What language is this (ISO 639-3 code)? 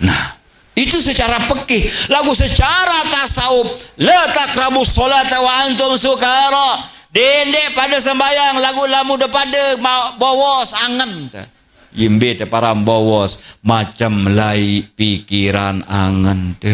sas